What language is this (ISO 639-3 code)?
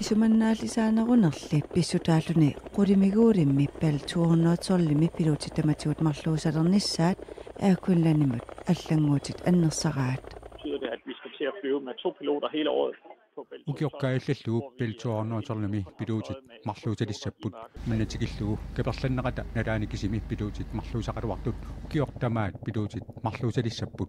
kal